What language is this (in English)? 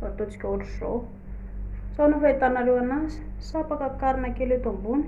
Malagasy